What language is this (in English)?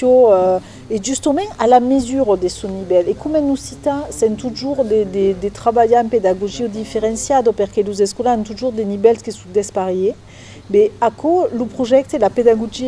Occitan